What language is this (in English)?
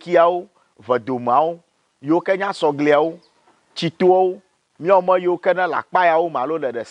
Ewe